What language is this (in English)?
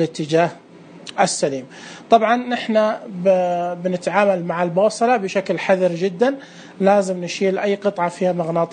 Najdi Arabic